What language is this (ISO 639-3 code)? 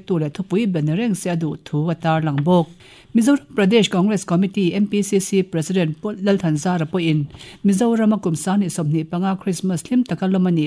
lus